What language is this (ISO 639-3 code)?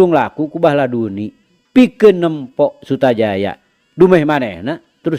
sun